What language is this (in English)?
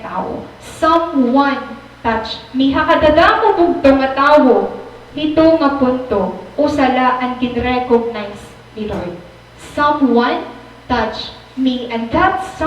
Waray